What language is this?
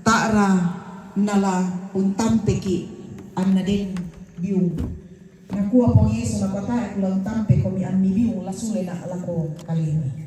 Toraja-Sa'dan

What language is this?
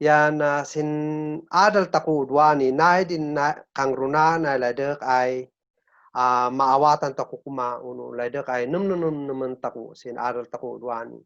Kankanaey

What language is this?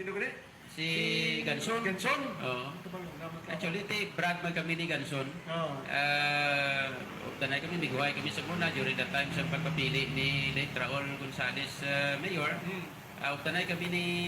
Hiligaynon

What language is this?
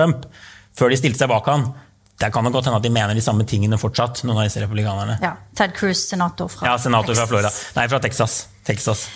Norwegian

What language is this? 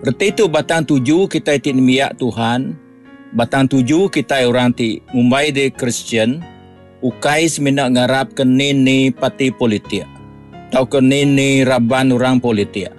Iban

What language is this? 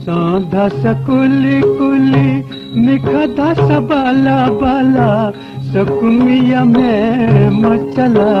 Newari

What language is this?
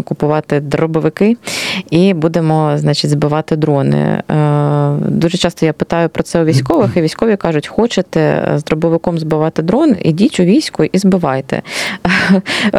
Ukrainian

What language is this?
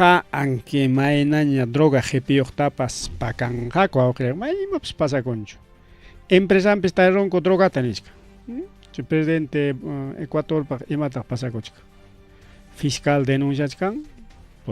Ayacucho Quechua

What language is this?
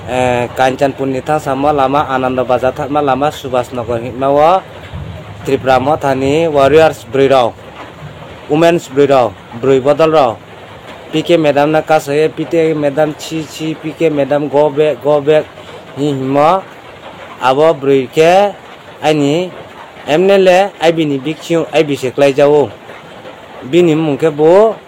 Kok Borok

